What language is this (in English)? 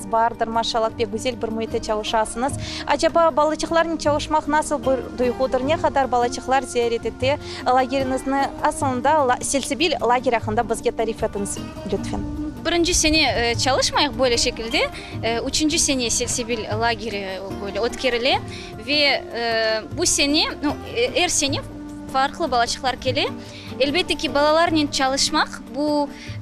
Crimean Tatar